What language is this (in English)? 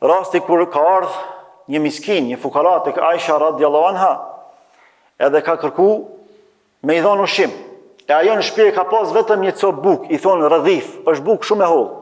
Albanian